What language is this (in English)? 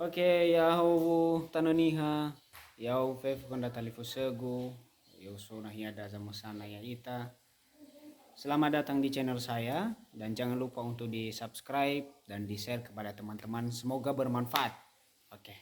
Nias